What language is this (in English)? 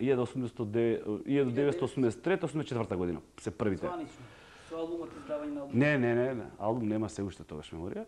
Macedonian